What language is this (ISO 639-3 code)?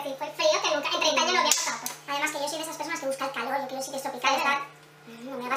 spa